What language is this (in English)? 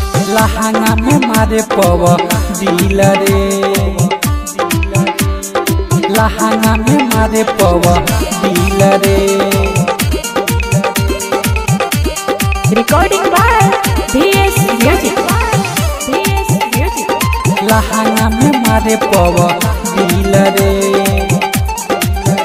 Bhojpuri